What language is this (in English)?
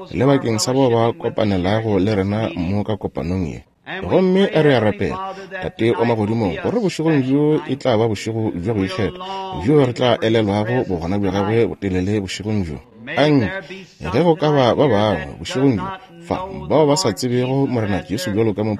Northern Sotho